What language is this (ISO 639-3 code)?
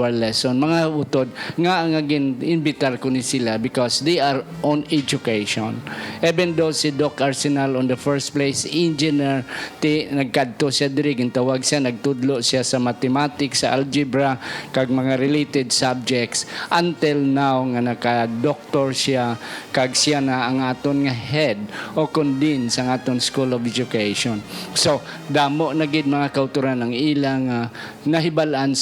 hil